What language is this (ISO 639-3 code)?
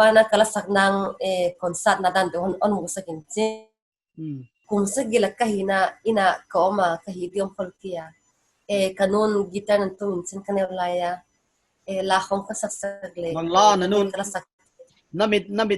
pck